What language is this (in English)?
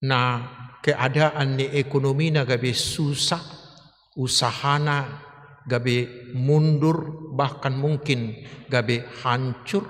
Batak Toba